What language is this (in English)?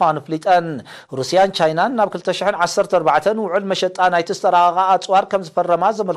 Tigrinya